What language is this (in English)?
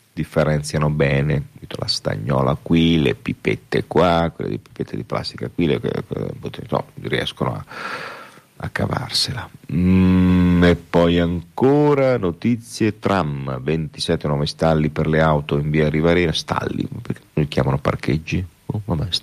Italian